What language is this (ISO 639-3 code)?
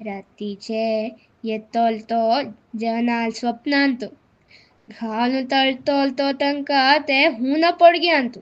kok